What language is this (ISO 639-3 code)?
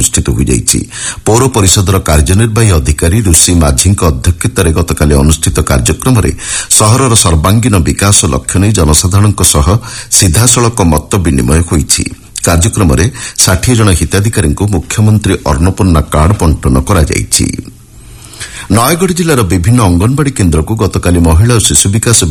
ori